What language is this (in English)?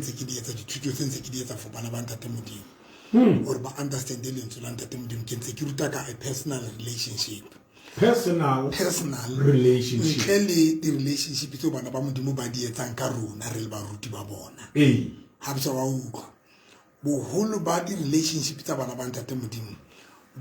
Southern Sotho